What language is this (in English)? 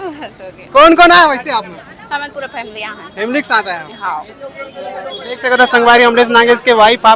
Chhattisgarhi